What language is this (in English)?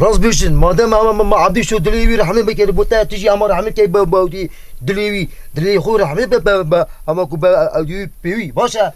Kurdish